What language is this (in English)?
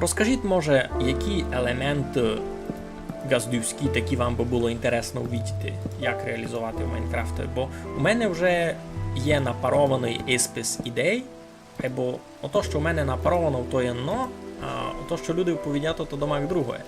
Rusyn